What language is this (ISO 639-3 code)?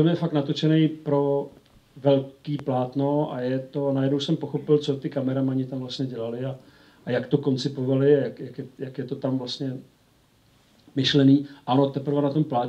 ces